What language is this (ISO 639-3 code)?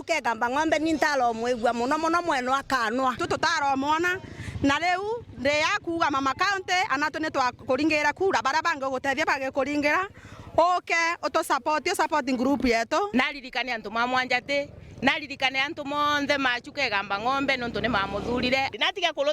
mer